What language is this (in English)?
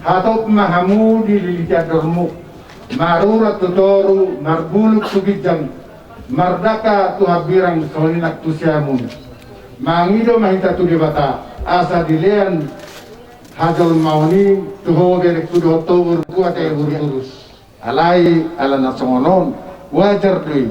Batak Toba